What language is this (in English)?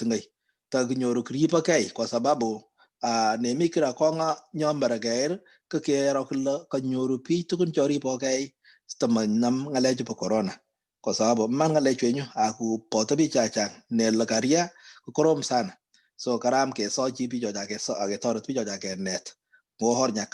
Kalenjin